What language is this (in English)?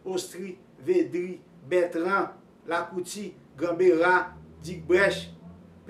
Haitian Creole